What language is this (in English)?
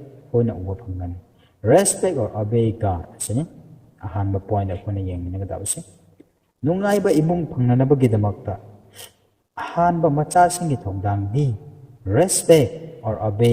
Manipuri